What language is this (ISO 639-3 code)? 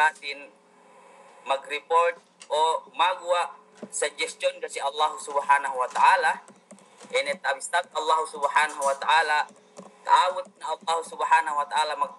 yka